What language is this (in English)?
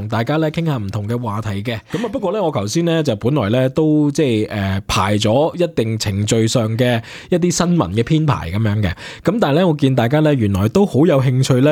Cantonese